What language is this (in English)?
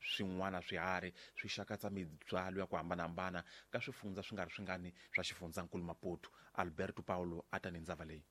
Tsonga